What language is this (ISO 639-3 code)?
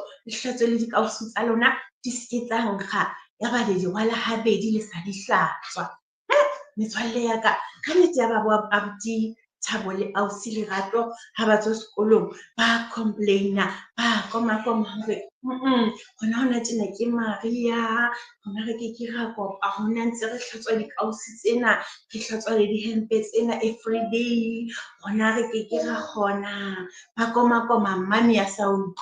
sot